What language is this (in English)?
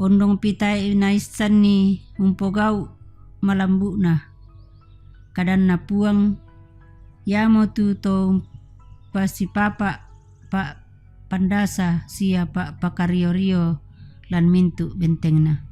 Toraja-Sa'dan